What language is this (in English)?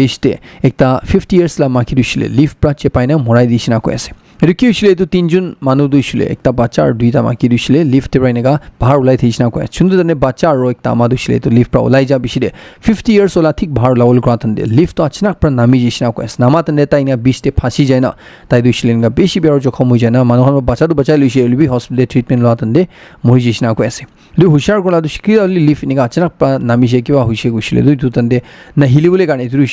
Naga Pidgin